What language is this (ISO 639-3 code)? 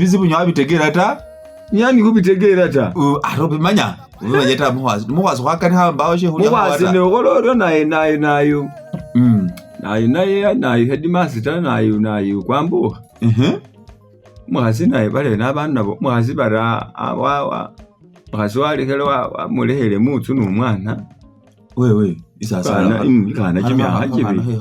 myx